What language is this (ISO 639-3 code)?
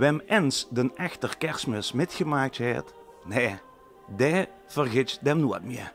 lim